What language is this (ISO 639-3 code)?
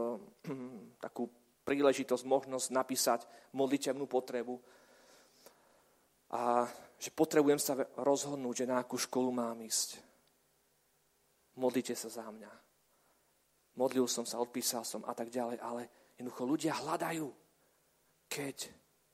slk